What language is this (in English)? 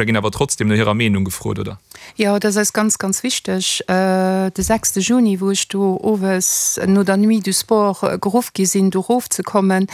Luxembourgish